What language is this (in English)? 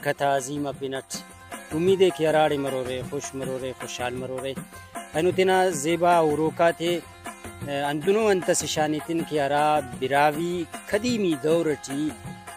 Brahui